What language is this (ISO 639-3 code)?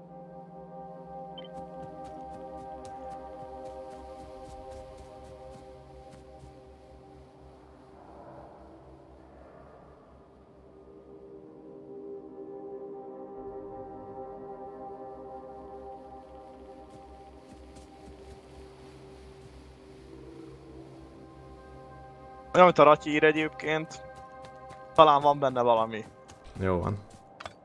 hun